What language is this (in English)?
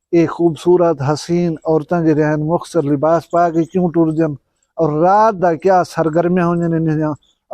Saraiki